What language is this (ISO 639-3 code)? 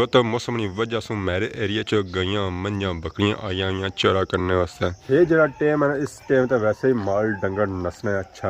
phr